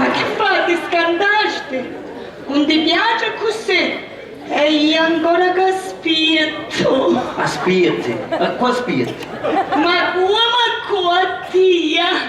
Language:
Sicilian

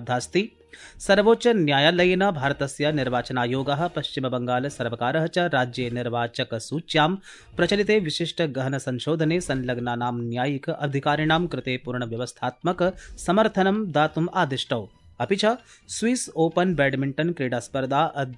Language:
Sanskrit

